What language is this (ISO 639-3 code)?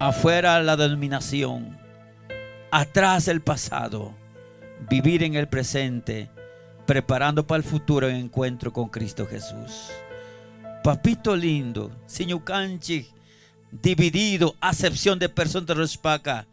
qug